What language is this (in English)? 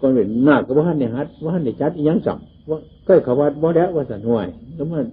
Northeastern Thai